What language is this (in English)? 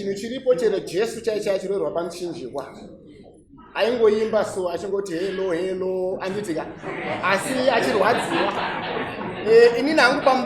Shona